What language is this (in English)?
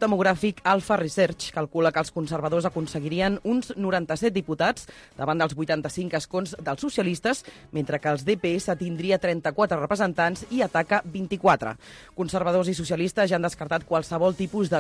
Catalan